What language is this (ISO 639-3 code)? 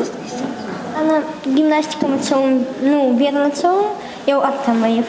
oss